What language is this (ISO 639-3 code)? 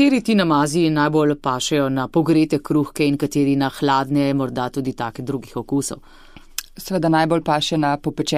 slv